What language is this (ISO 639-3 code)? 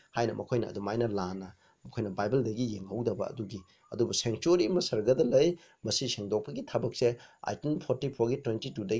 mni